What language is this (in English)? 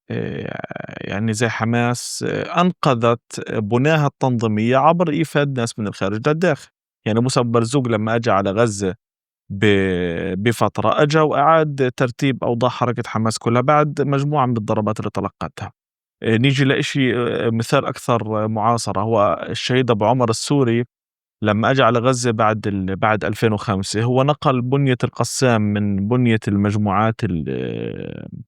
North Levantine Arabic